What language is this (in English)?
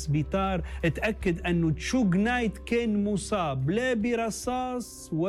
Tunisian Arabic